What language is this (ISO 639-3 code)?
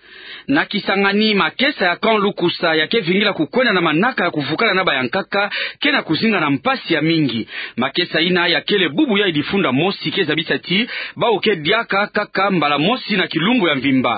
ktu